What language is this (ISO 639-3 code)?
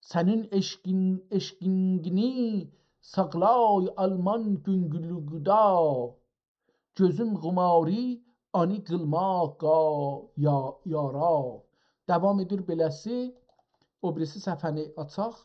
azb